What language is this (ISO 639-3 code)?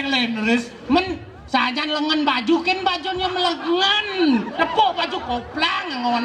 ban